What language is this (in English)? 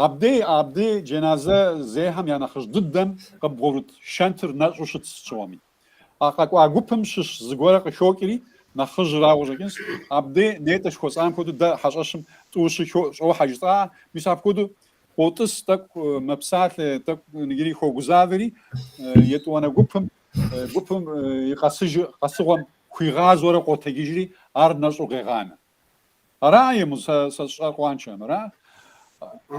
Kabardian